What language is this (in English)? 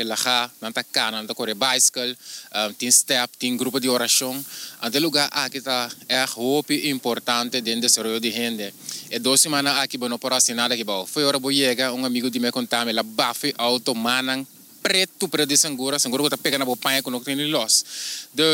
Papiamento